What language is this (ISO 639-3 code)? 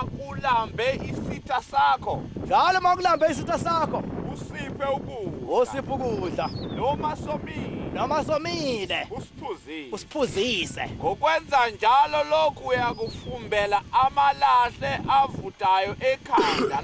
zul